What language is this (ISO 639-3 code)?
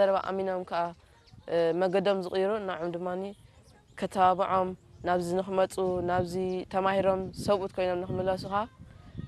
tir